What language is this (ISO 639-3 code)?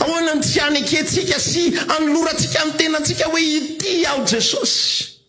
mlg